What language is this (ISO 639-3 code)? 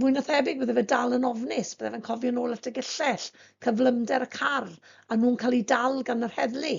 cym